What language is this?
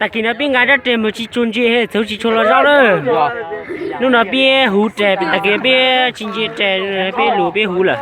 Hmong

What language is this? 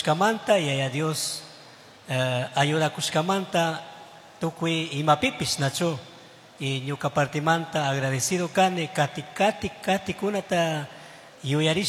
Chimborazo Highland Quichua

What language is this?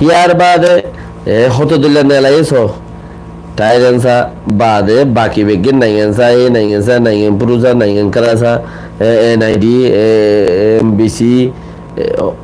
Rohingya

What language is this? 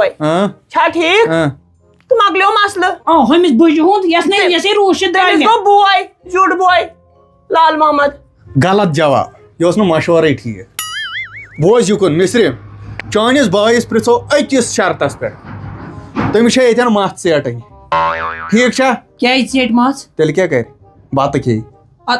Kashmiri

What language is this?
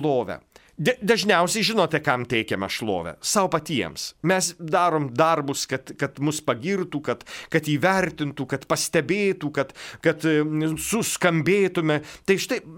Lithuanian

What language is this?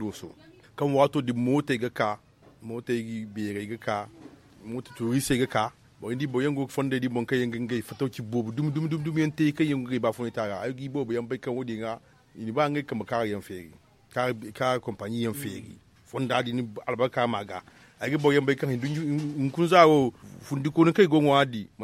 Zarma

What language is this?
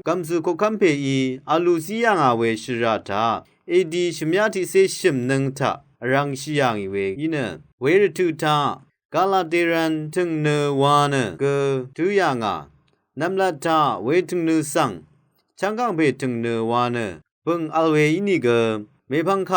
Rawang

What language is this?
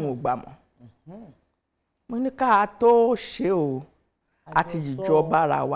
Yoruba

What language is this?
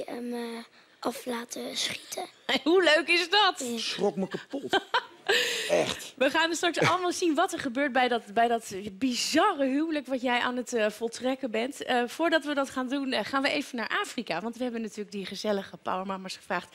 Dutch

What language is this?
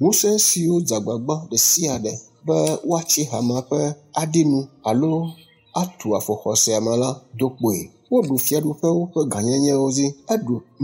Ewe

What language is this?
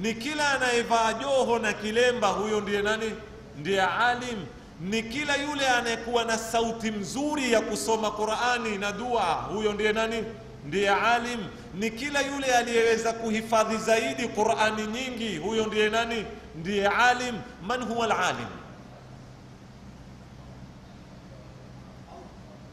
Swahili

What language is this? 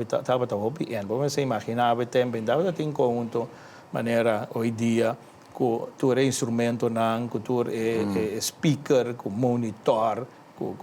Papiamento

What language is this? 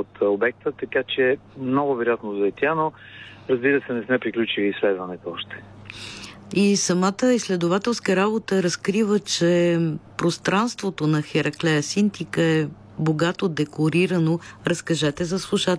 Bulgarian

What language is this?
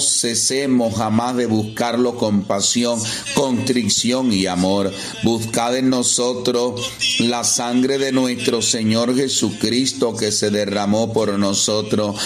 Spanish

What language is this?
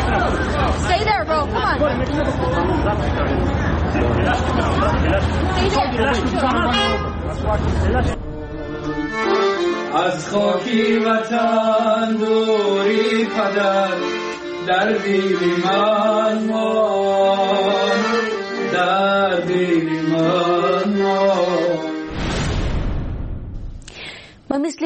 Persian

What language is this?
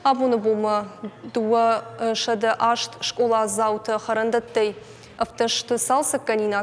Ossetic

